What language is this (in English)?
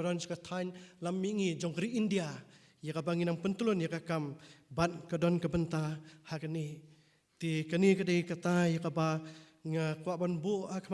Khasi